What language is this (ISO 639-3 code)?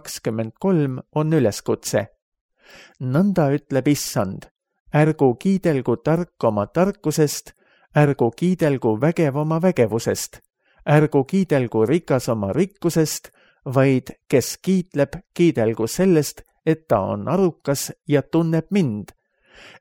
est